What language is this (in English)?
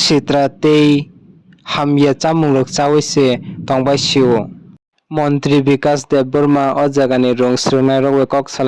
Kok Borok